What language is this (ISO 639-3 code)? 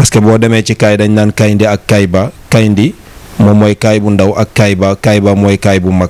wol